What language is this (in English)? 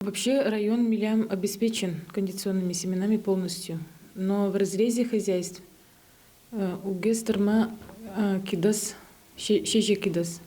Udmurt